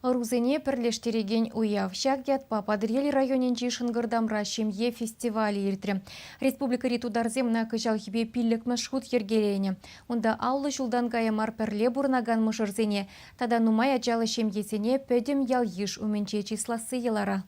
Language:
Chuvash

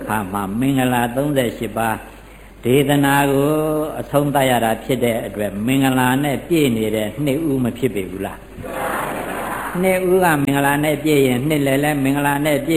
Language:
Burmese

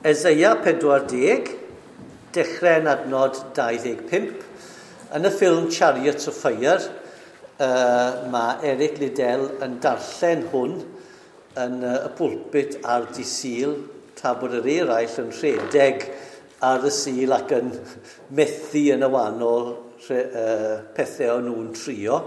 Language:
Welsh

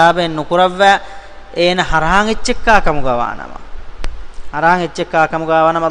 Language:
Divehi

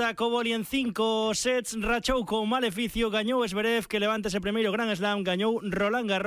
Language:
Galician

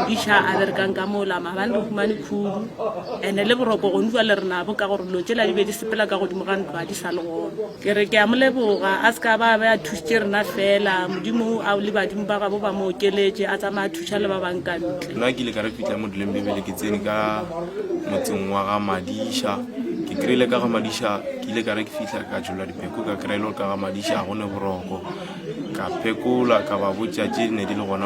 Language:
Northern Sotho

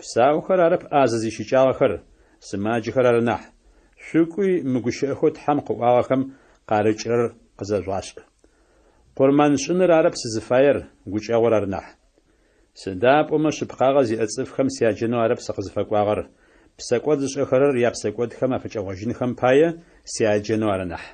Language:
Adyghe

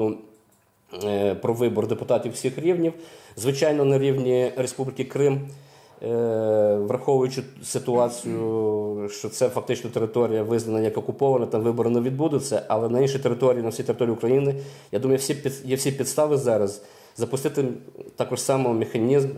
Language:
Ukrainian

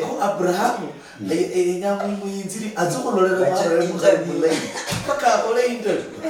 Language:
Luyia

